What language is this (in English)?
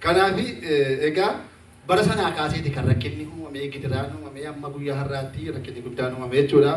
Oromo